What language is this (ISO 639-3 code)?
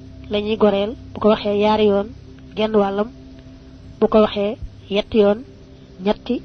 wol